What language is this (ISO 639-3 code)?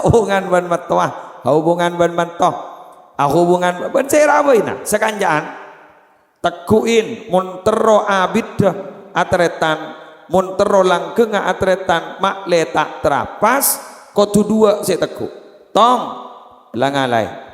mad